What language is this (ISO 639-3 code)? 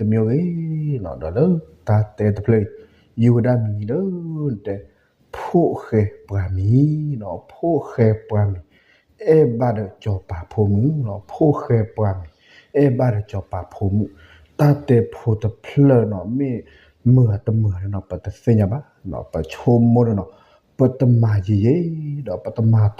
ksw